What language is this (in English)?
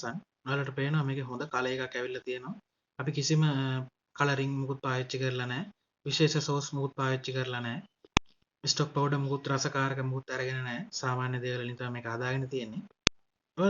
Sinhala